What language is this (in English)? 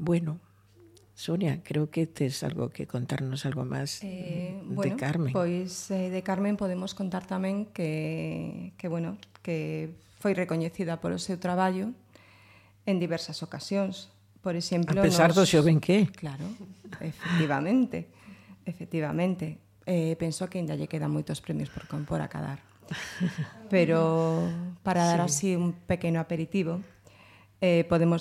Galician